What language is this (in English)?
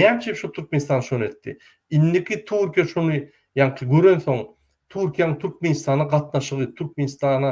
Turkmen